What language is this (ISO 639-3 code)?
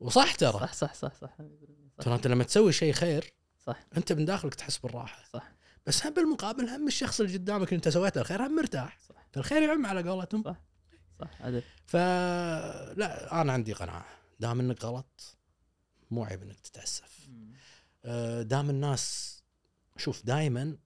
afb